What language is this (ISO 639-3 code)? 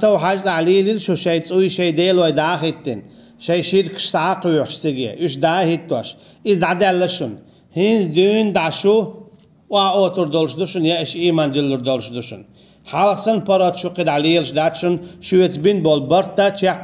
che